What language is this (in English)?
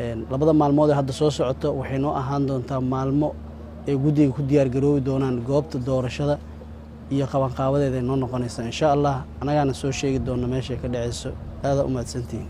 Somali